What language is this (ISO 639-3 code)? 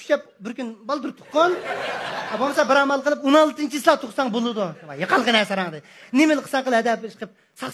uig